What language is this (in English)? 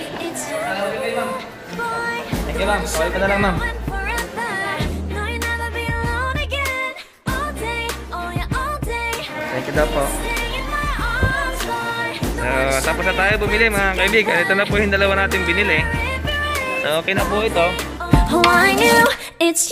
Filipino